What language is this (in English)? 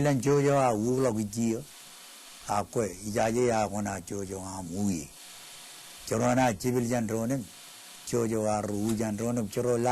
Marshallese